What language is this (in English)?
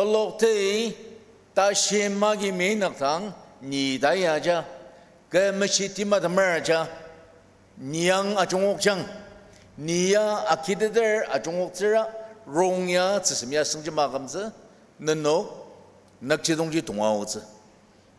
Ao Naga